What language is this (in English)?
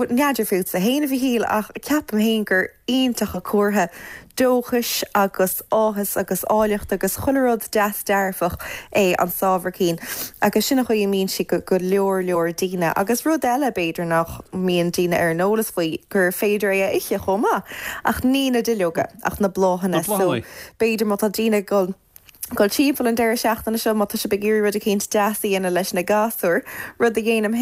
Irish